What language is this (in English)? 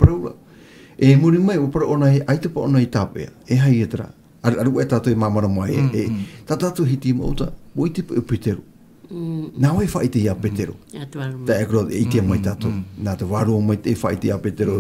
Tahitian